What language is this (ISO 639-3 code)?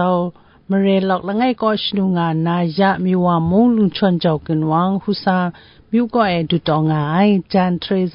kac